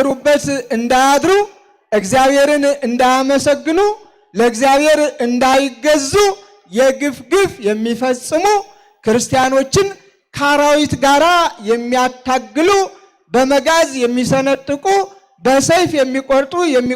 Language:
Amharic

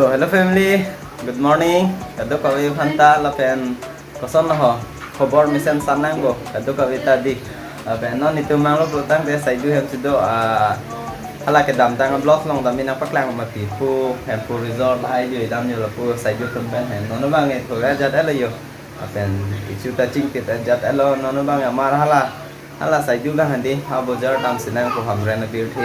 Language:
Karbi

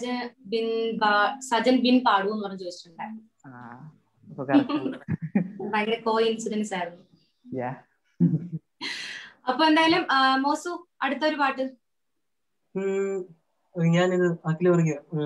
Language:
Malayalam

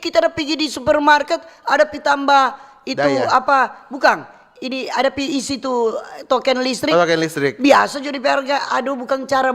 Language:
Manado Malay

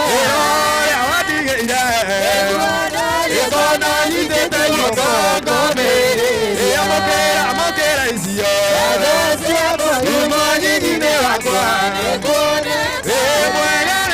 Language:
Kikuyu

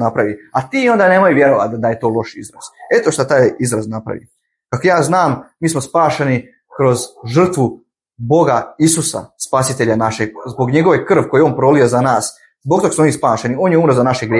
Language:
Bosnian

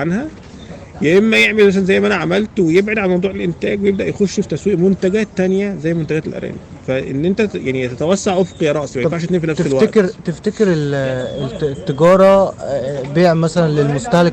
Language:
Egyptian Arabic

